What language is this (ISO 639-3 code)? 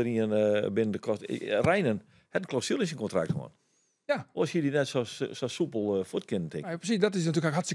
fry